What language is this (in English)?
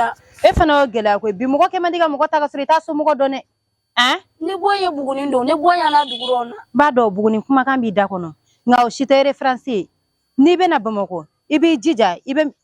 Bambara